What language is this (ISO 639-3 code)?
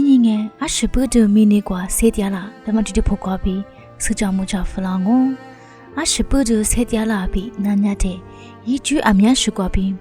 lis